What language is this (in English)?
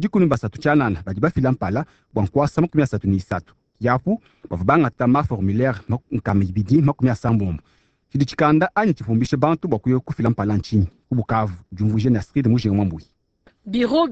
Luba-Lulua